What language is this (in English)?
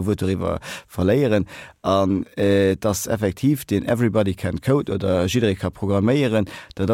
Luxembourgish